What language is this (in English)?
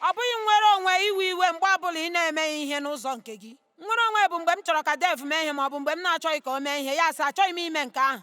Igbo